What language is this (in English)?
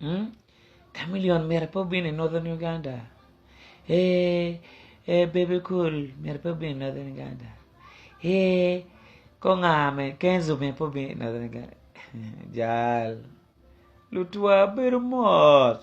Acoli